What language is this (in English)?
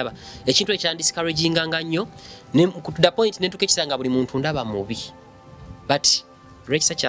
Ganda